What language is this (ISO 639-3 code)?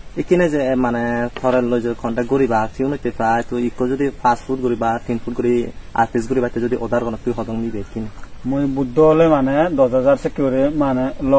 ccp